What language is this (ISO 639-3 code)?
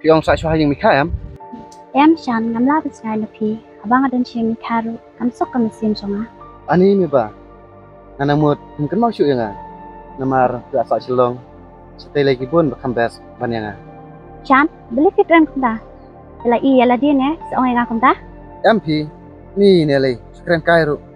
kha